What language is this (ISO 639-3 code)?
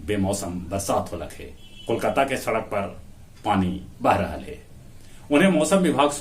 mag